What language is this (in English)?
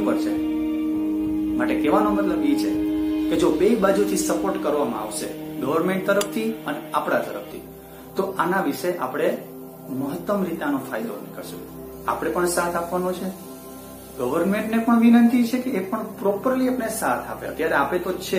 Gujarati